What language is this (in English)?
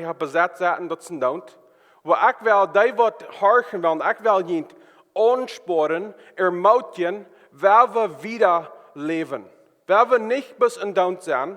Plautdietsch